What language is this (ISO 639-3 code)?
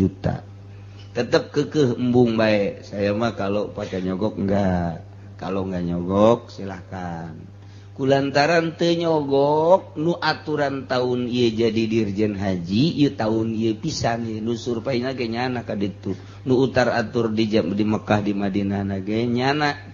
sun